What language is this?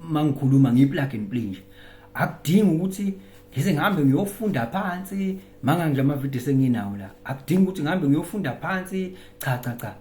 Zulu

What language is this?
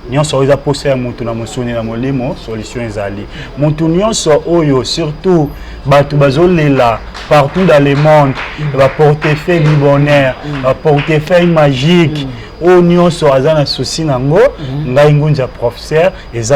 Lingala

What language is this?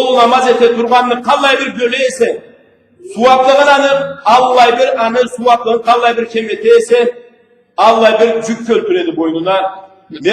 Karachay-Balkar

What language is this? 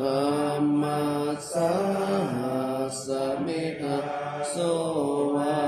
Pali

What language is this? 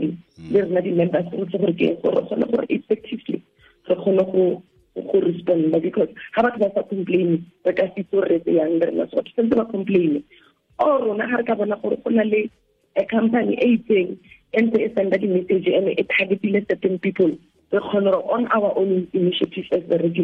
Tswana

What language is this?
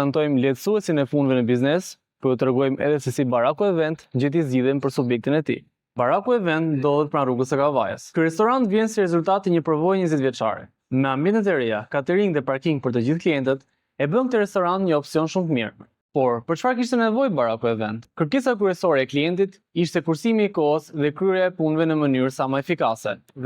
Albanian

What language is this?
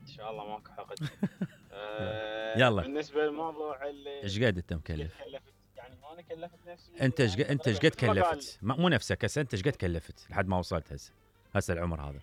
Mesopotamian Arabic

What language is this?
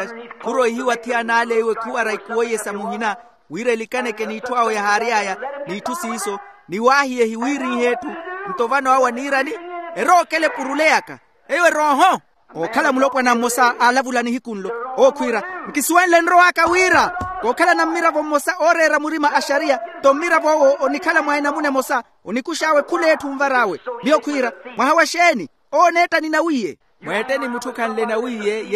Makhuwa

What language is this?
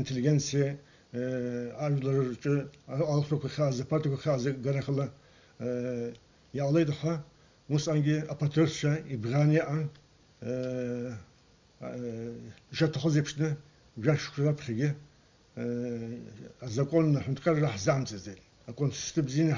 Abkhazian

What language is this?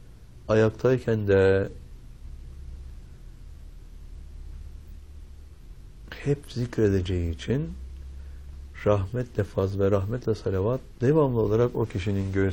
Turkish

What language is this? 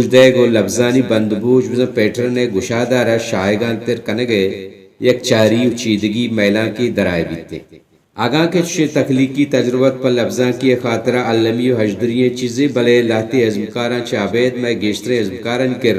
Baluchi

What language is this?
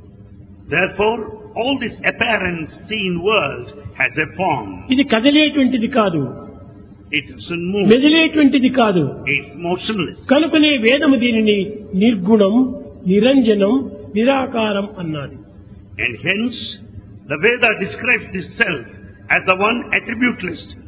Telugu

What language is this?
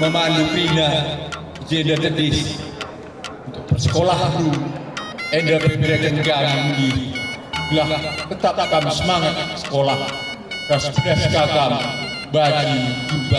Batak Karo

